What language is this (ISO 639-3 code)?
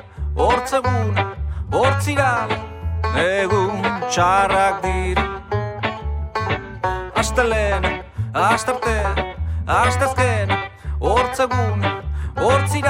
eus